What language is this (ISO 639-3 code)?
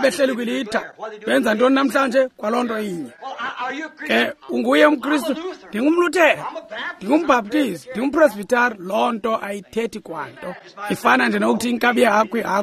xho